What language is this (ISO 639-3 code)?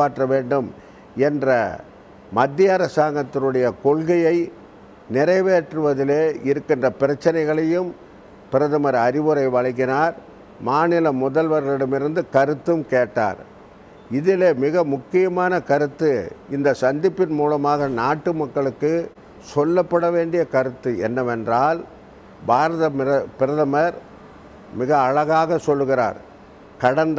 tam